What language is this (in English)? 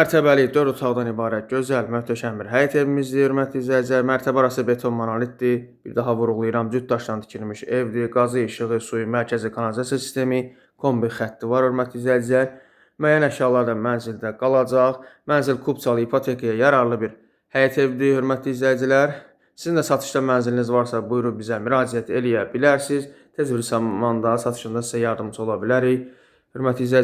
Azerbaijani